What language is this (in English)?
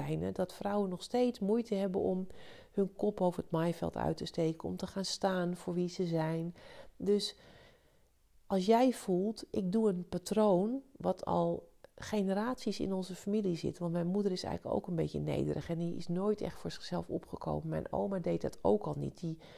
Dutch